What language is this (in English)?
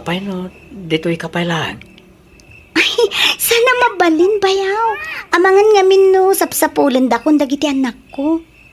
Iloko